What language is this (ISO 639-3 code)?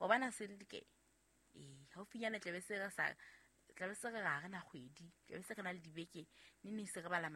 sot